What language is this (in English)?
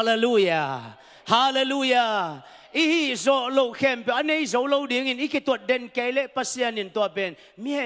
Tedim Chin